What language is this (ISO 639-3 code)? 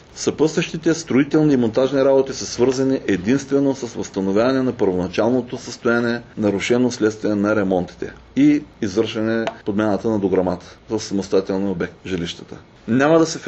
bul